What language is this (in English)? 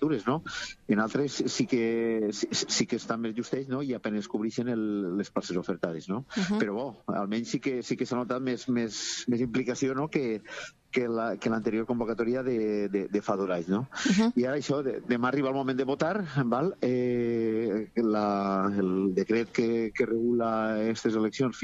Catalan